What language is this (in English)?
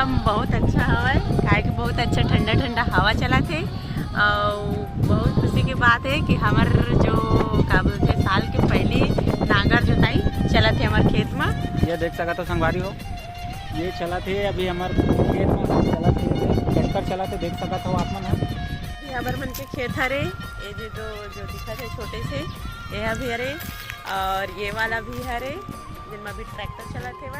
Chhattisgarhi